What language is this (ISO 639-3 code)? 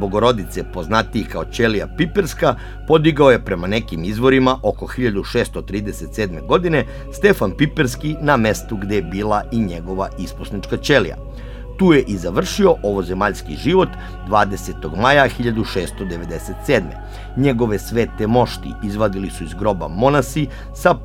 srp